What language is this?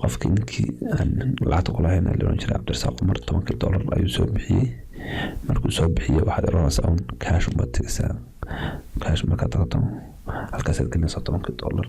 Somali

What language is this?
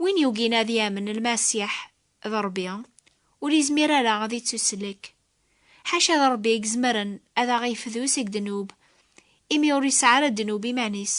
Kabyle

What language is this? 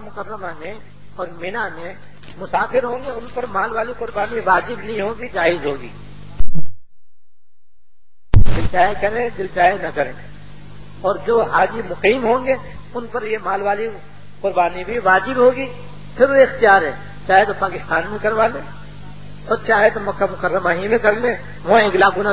Urdu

